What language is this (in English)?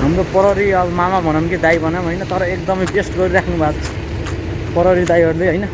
Nepali